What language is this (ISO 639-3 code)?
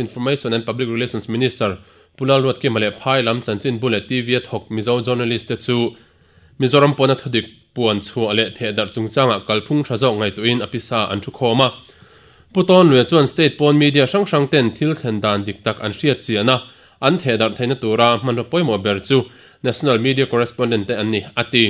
lus